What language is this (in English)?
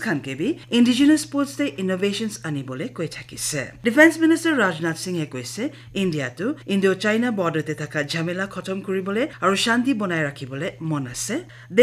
Naga Pidgin